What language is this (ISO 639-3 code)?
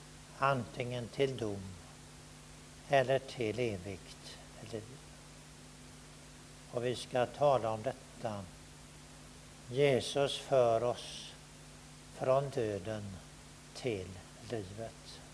swe